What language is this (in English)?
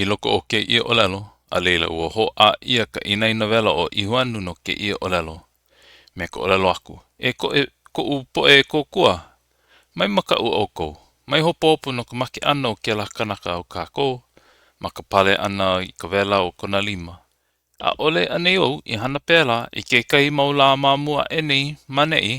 Hawaiian